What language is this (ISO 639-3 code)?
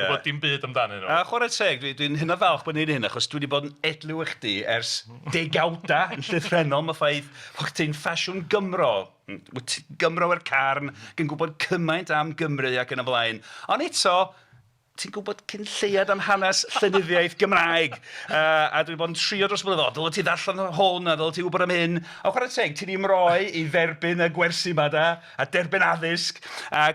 cym